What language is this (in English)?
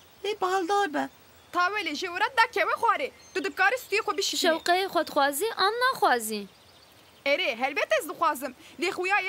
Kurdish